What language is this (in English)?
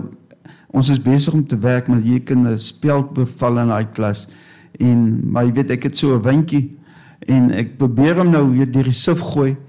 Afrikaans